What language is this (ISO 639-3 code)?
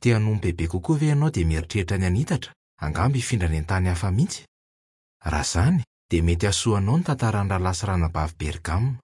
mlg